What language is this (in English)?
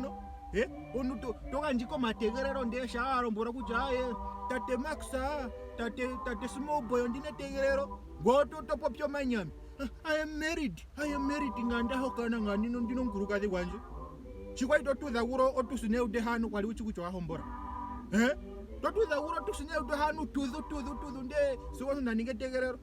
Ndonga